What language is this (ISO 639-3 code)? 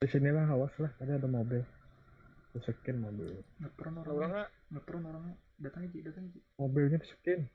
bjn